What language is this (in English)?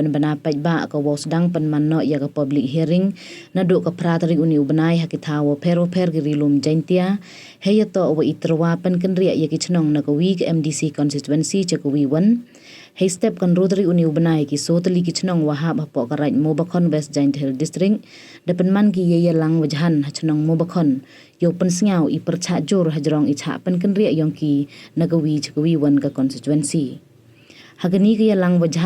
Pnar